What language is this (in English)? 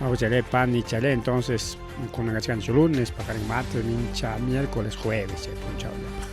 Ayacucho Quechua